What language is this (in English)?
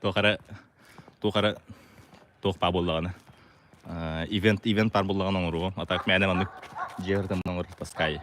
Yakut